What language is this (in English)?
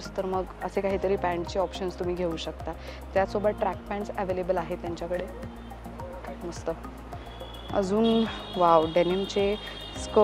Marathi